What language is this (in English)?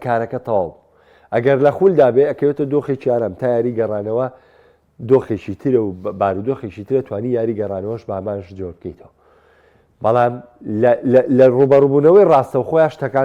Central Kurdish